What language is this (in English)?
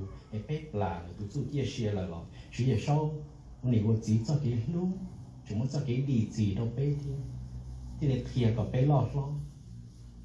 Hmong